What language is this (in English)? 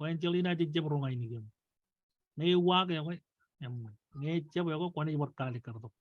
Marshallese